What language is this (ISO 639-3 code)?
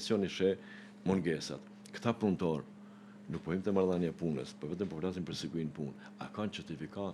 sqi